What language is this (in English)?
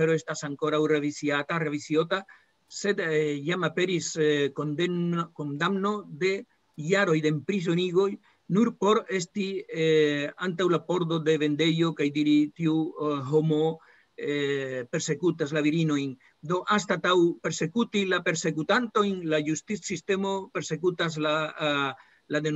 Esperanto